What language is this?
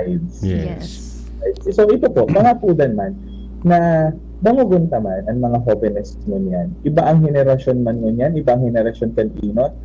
Bikol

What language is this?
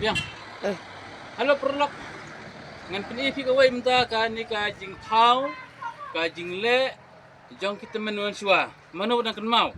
Khasi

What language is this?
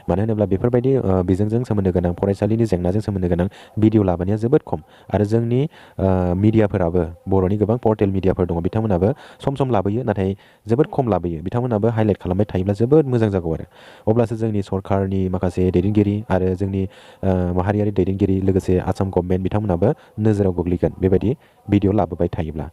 Bodo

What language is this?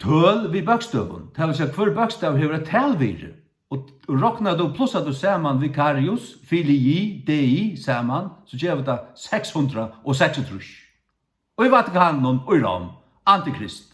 Faroese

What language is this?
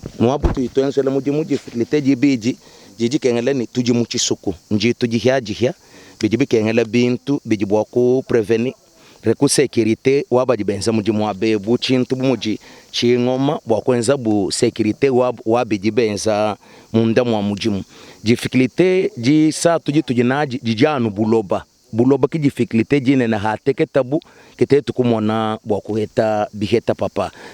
Luba-Lulua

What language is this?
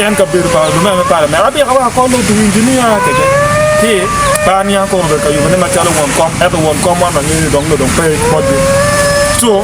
Acoli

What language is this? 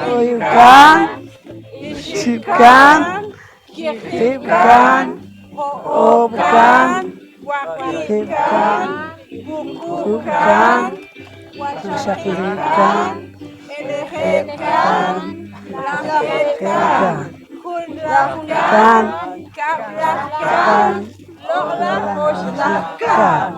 Poqomchi'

